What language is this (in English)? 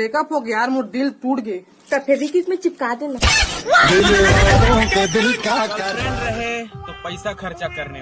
Chhattisgarhi